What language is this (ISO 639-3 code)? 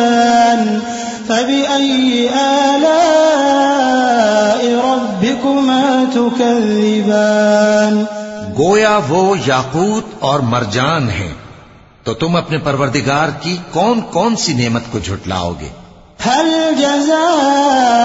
urd